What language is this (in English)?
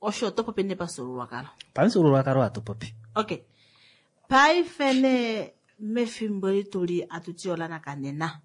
Kuanyama